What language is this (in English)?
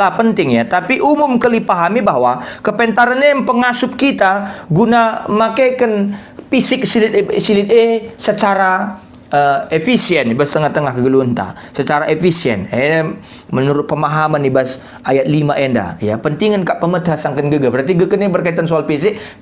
Batak Karo